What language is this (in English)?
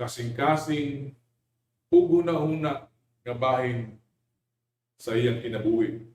Cebuano